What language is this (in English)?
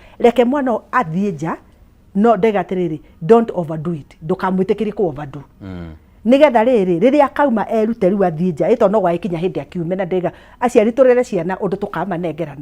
Kikuyu